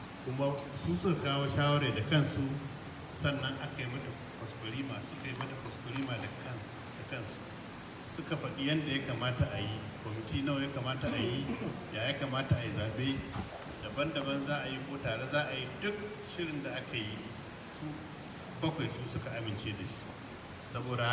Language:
Hausa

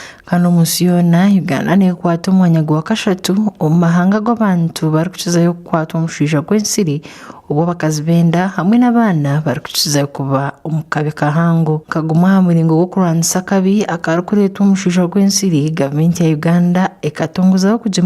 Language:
Nyankole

